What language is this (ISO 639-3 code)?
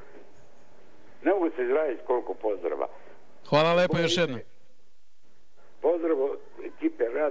srp